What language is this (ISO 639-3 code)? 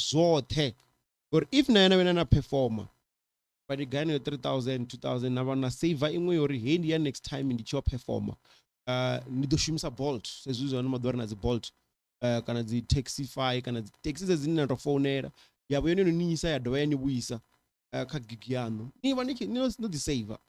ven